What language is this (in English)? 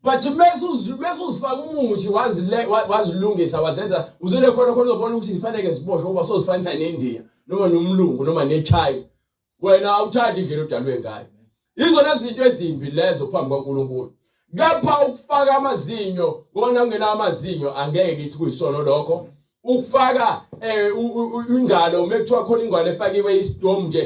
Zulu